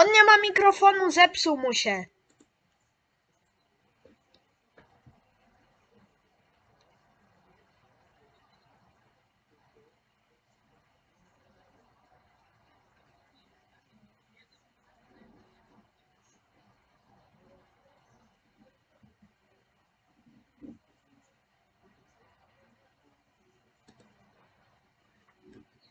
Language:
Polish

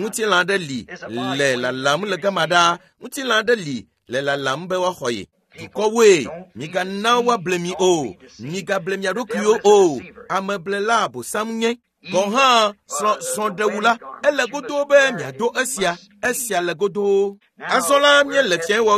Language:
Ewe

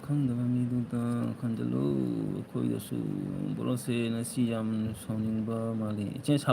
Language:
Manipuri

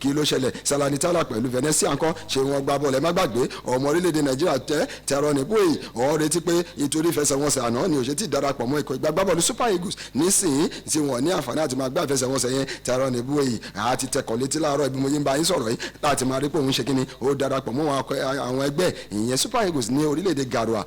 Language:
Yoruba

